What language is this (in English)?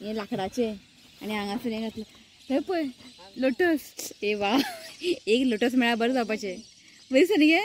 Konkani